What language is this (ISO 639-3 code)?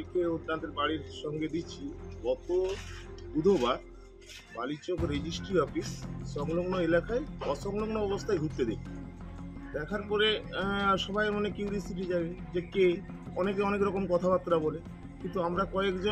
ben